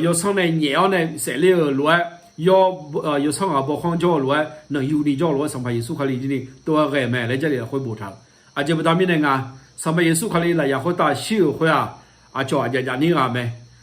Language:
Akha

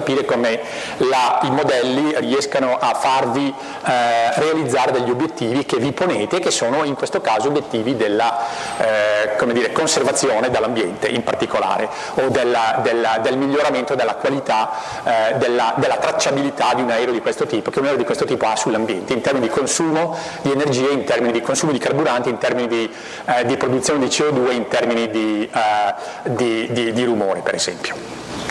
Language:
Italian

